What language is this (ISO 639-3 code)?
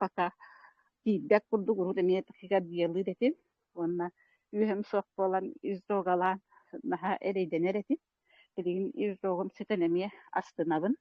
sah